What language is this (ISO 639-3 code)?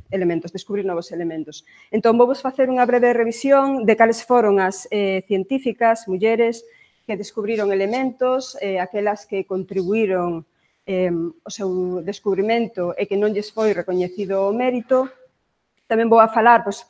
glg